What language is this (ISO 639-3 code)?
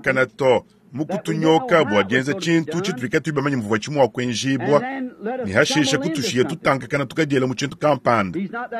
lua